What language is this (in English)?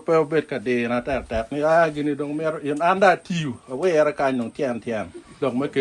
Acoli